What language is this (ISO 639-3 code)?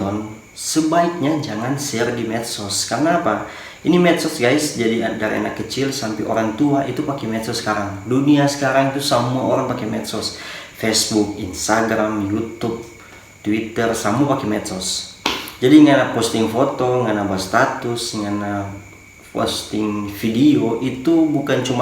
xmm